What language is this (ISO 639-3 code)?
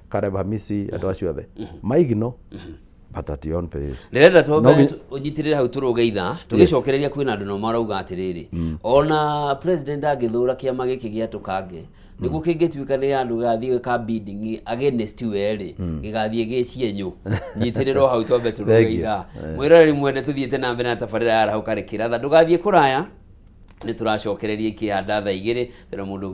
kik